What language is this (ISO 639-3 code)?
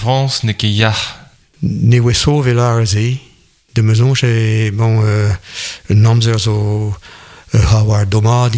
bre